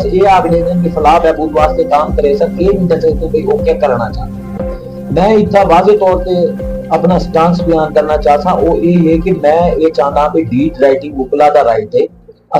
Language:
Saraiki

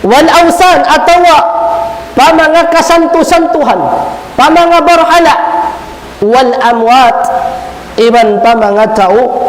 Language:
Tausug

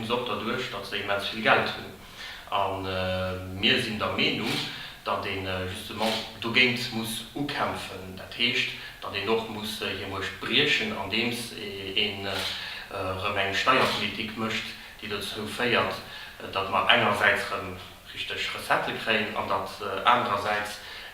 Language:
Luxembourgish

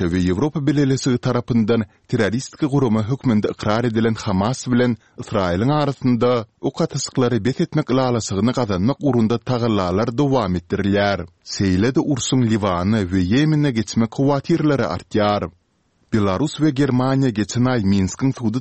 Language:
Turkmen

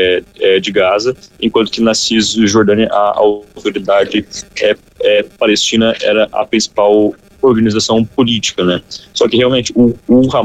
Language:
Portuguese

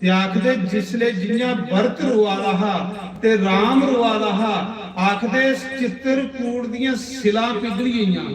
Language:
Dogri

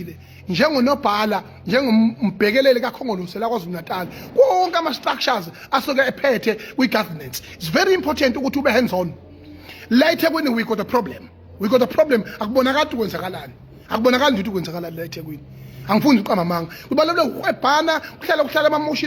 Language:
Zulu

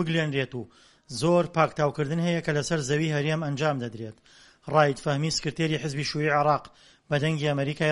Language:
Central Kurdish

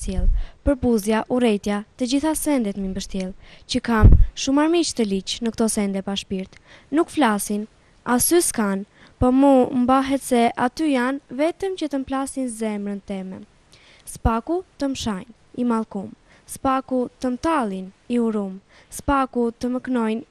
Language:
Albanian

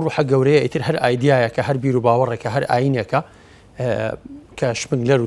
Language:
Central Kurdish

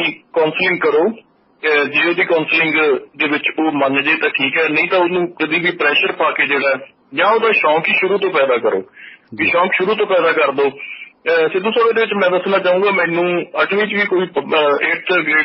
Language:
Punjabi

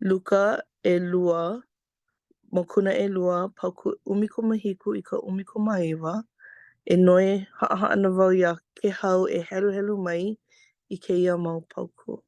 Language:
Hawaiian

